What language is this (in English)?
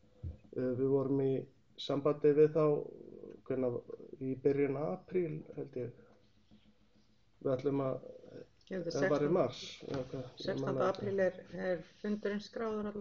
Icelandic